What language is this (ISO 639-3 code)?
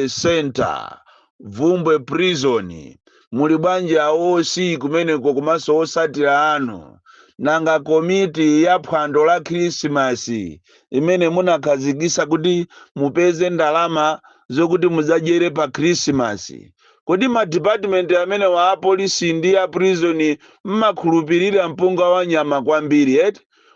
nya